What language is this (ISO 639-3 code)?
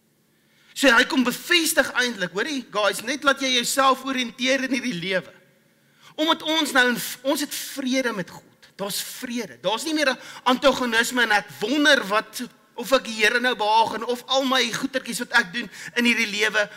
afr